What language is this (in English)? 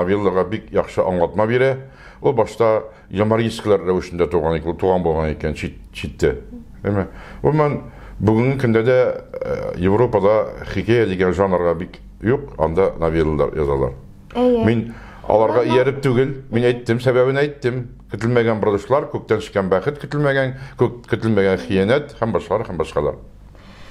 Tatar